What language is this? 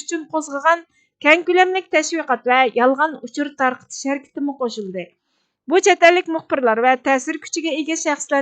Uyghur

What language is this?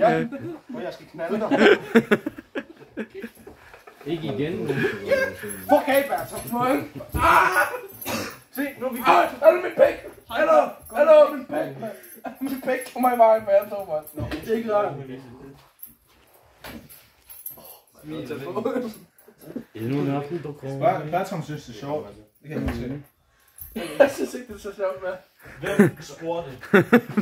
Danish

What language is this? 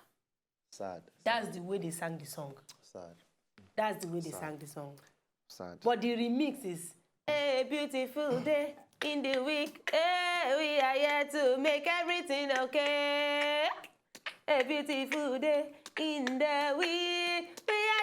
Nigerian Pidgin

